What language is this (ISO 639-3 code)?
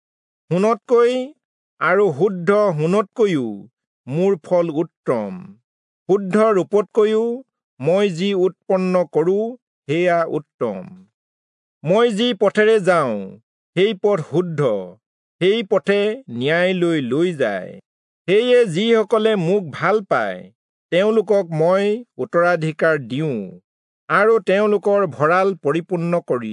asm